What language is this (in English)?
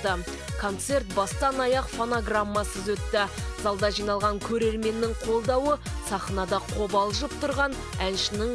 Kazakh